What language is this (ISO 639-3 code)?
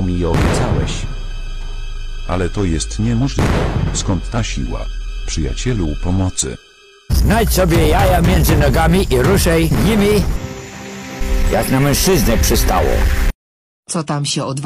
pol